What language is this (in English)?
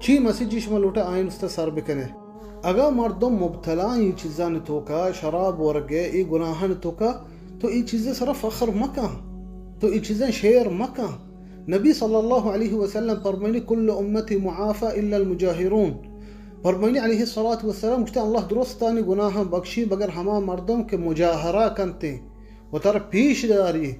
Baluchi